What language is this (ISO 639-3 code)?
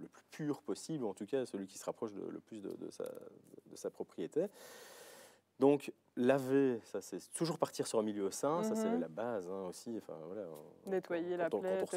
fra